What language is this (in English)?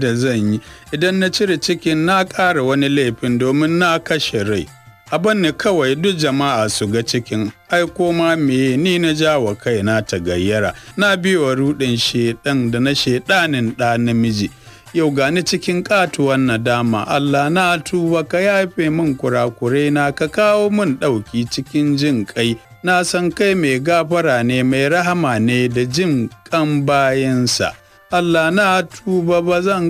Hausa